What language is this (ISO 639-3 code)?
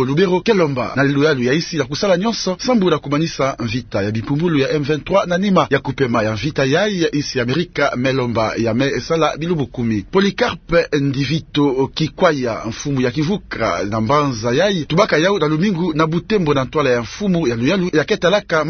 ktu